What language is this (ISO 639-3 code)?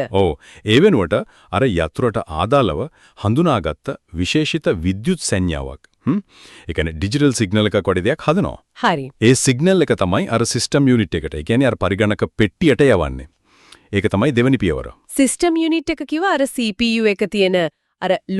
sin